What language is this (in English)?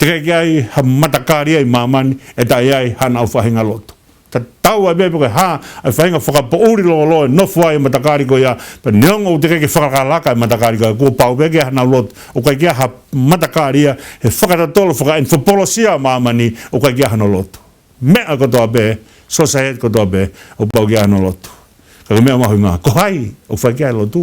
Tongan